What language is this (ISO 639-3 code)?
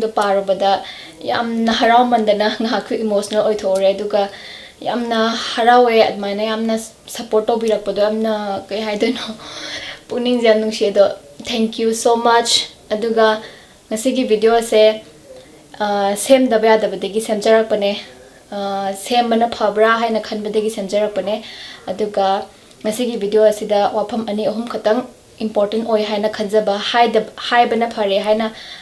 mni